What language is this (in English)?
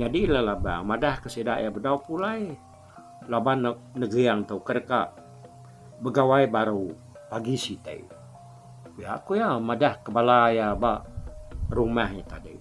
Iban